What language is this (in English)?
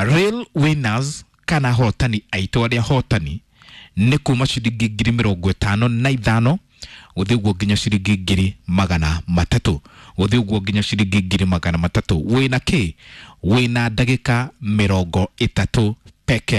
Kikuyu